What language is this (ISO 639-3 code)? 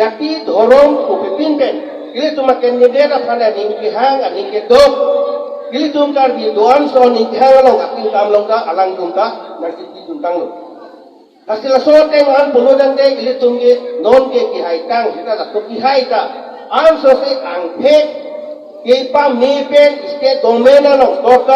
mjw